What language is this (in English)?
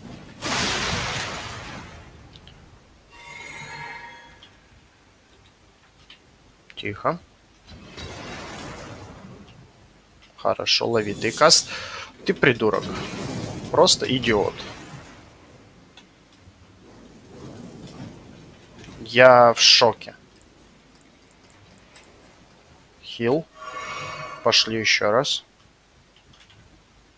Russian